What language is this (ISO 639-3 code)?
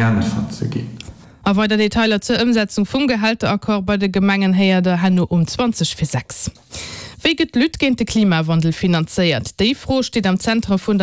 ltz